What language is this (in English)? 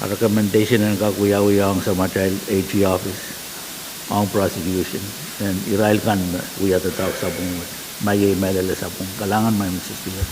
Pohnpeian